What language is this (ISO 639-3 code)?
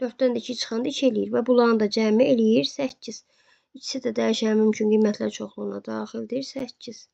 aze